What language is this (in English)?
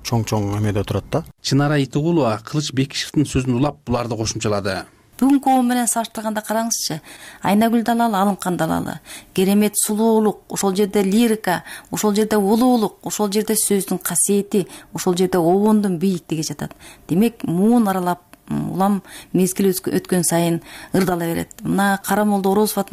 Kyrgyz